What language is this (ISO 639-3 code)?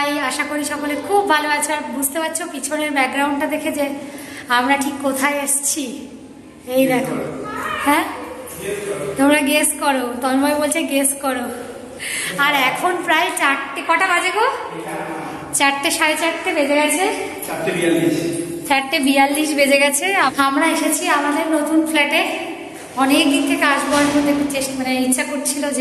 ben